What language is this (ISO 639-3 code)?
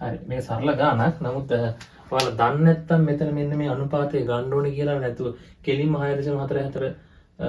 sin